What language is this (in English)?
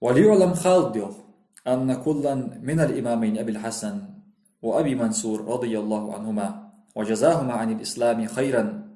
Ingush